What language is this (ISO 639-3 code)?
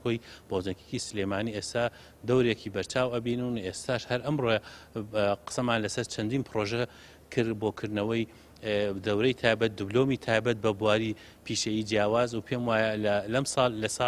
ckb